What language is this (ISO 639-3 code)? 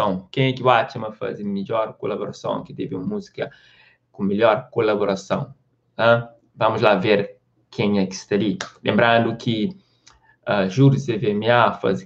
kea